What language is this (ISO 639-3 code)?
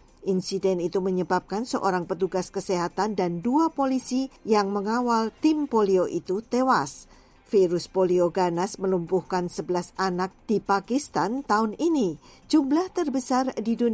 ind